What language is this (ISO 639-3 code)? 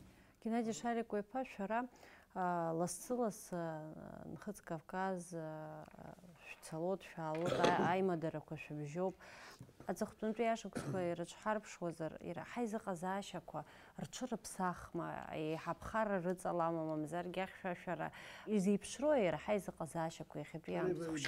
abk